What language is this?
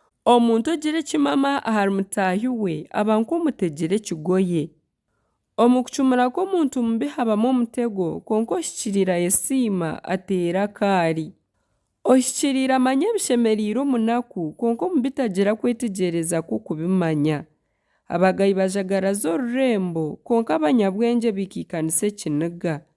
Nyankole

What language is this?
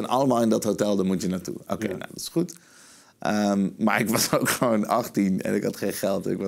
Dutch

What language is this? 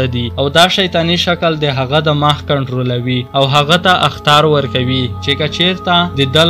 Pashto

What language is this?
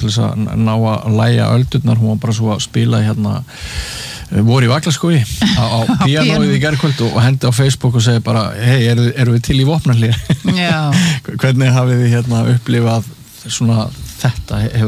Icelandic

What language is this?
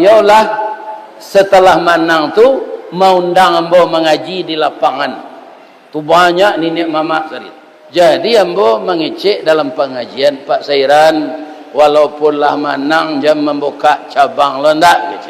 Minangkabau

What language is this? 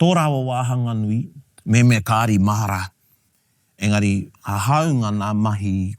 Māori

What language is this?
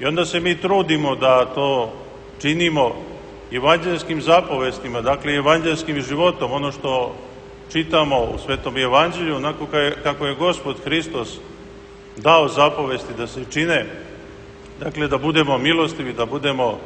Serbian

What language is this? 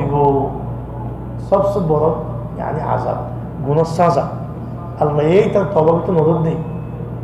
Rohingya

